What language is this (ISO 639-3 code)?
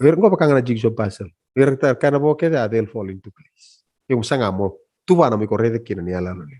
fij